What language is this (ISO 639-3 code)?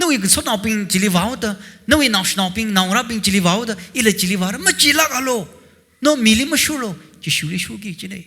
nmf